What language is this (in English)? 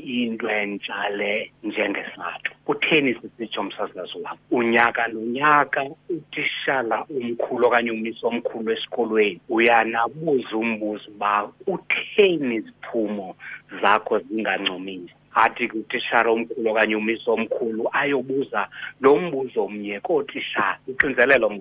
Xhosa